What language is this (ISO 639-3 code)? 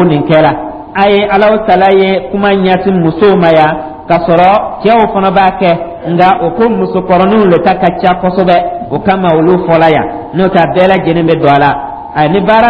dyu